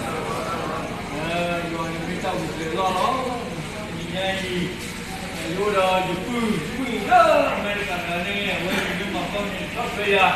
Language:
S'gaw Karen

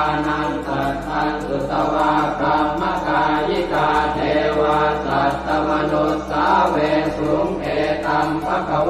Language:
Pali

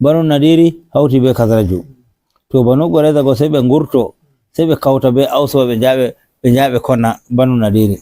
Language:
Fula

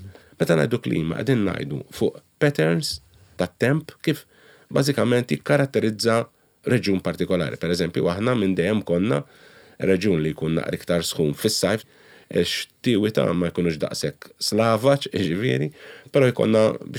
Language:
Maltese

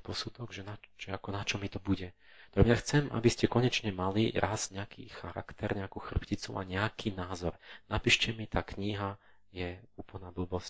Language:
Slovak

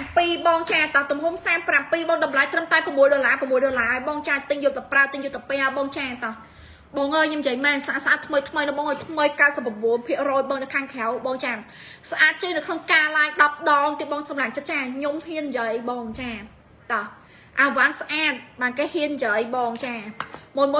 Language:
Khmer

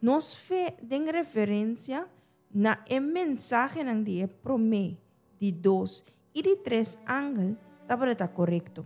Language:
Papiamento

